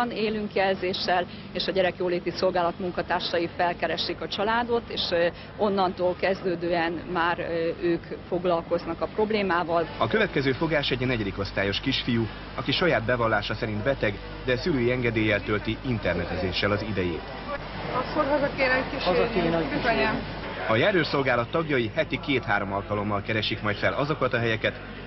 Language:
Hungarian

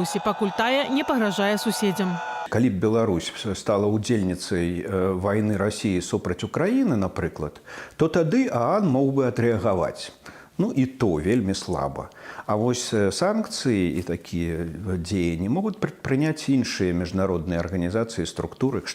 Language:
Belarusian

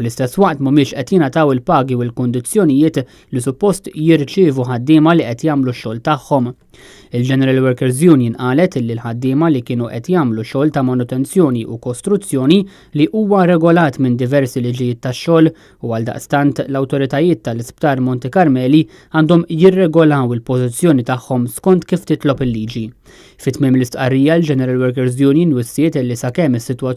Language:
Maltese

